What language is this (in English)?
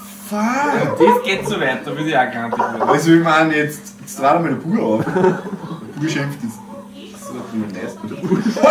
Bavarian